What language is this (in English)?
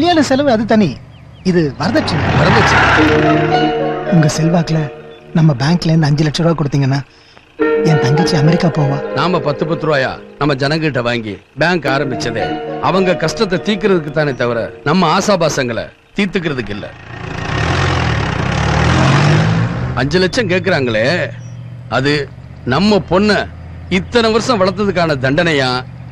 Tamil